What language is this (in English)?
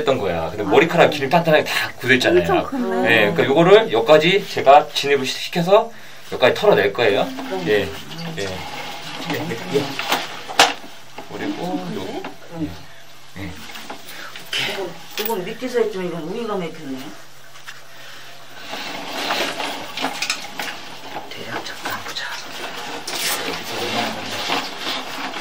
Korean